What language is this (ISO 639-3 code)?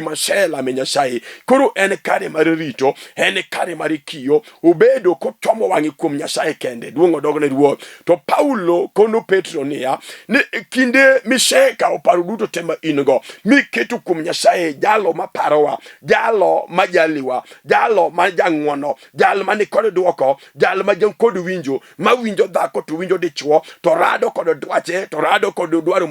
luo